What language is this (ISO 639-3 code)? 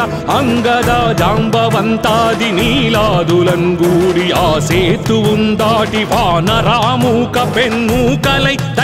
tel